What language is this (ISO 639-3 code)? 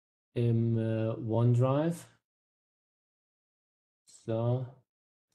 deu